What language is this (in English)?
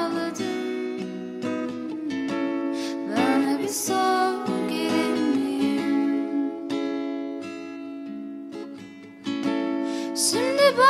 Turkish